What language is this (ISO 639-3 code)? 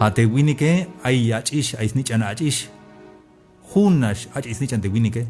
tzh